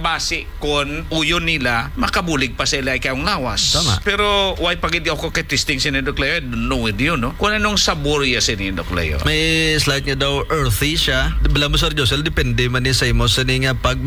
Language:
Hiligaynon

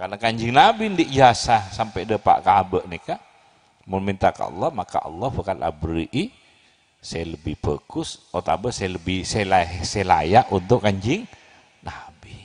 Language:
Madurese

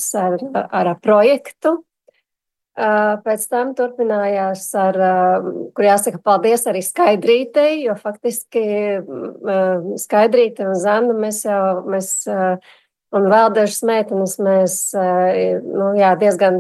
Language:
Latvian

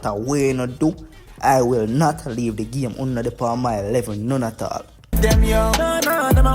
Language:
Jamaican Creole English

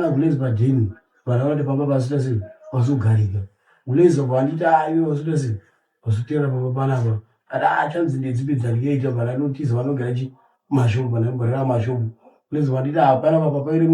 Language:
Shona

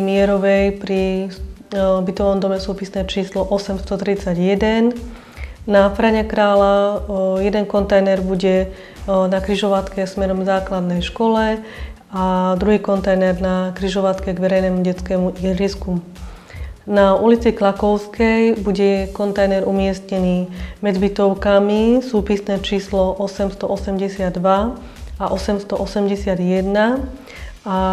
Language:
Slovak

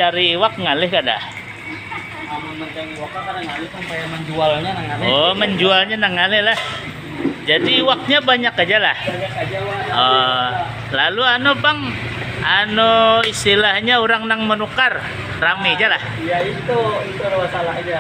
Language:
Banjar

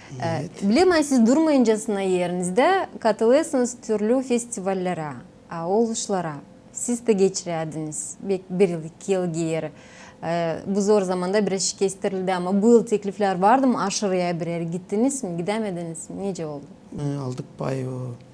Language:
Gagauz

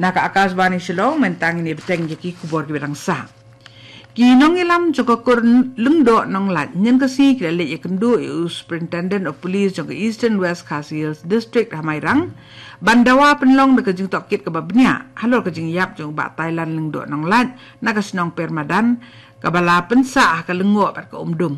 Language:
Khasi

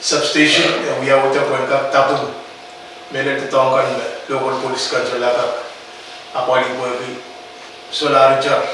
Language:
Pohnpeian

